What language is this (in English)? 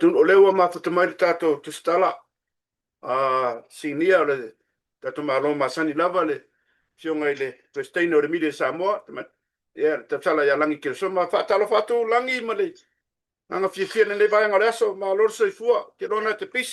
Samoan